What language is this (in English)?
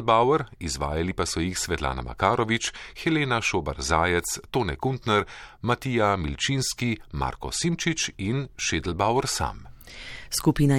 Slovenian